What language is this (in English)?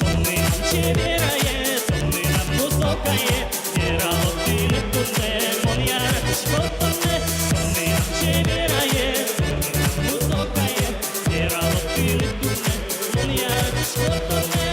Udmurt